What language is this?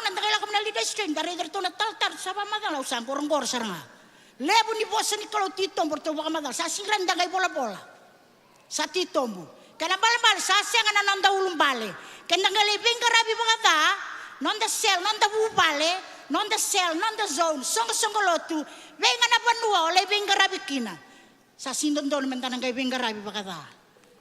Fijian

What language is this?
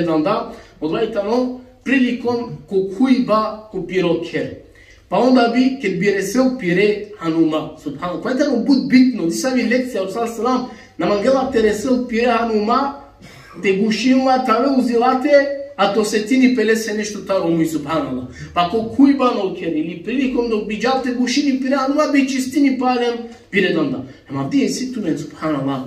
Balkan Romani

